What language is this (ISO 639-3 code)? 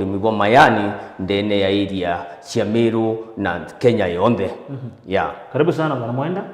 mer